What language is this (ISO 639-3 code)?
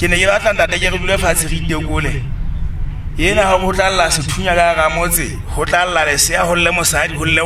sot